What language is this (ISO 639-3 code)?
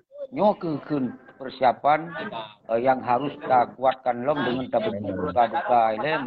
ace